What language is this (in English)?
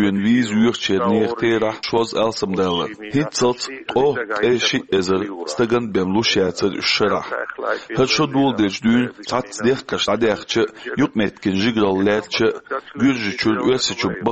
Chechen